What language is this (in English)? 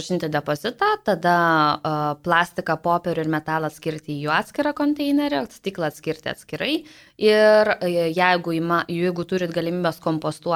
Lithuanian